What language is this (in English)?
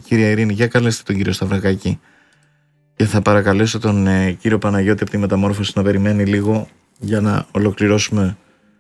Greek